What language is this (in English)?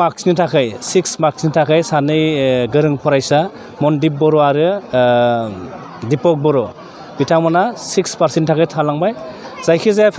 Bodo